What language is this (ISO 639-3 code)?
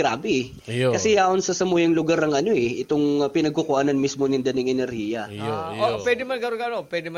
bik